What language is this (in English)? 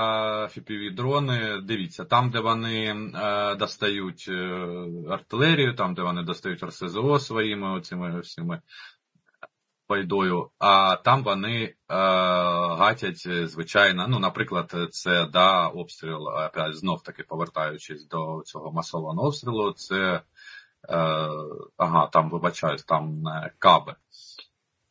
Ukrainian